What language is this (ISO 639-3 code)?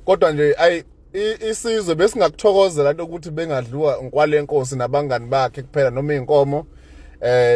zul